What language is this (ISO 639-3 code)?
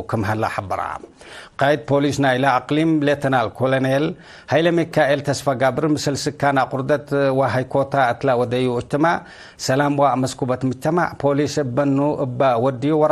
tig